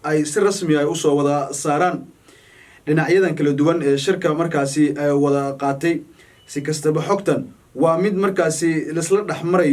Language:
Somali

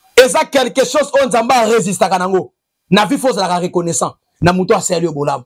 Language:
Lingala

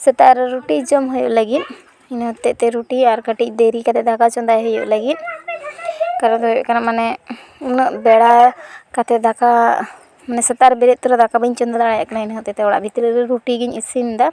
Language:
Santali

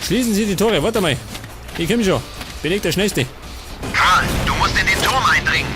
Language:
Bavarian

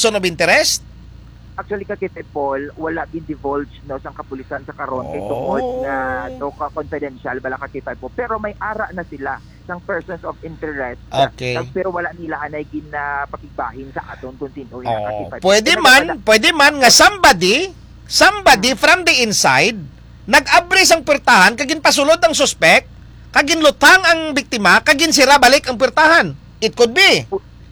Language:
Hiligaynon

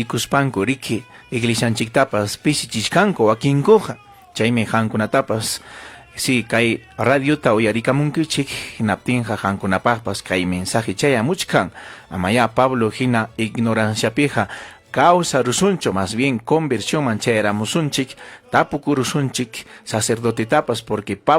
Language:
Ayacucho Quechua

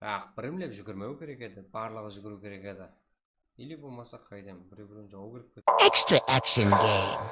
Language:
Kara-Kalpak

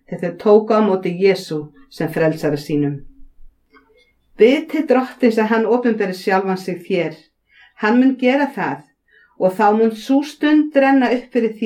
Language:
Icelandic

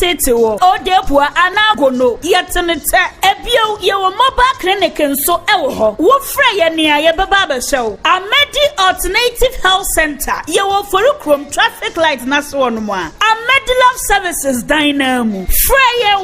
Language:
Akan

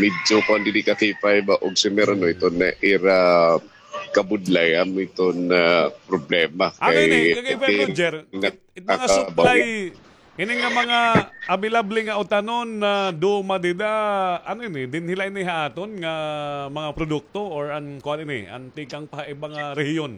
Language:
Waray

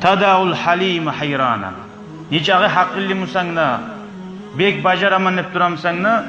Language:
Kumyk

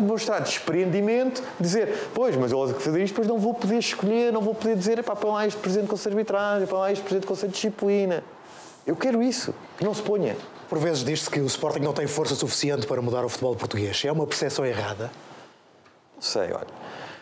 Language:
Portuguese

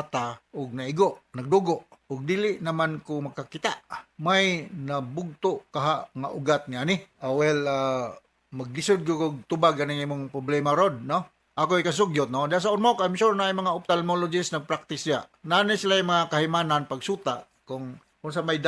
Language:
Cebuano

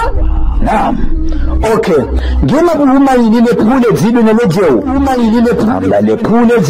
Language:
Ngazidja Comorian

